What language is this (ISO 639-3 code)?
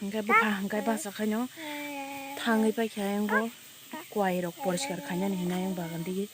trp